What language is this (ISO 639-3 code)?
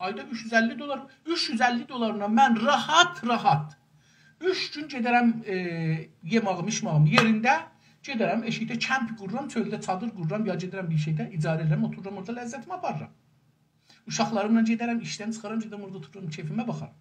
azb